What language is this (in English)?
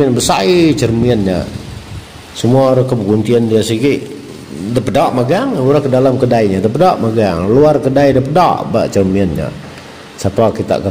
Iban